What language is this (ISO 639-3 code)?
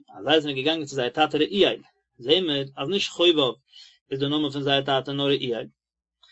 yid